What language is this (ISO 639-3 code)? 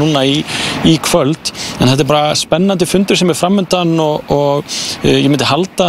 isl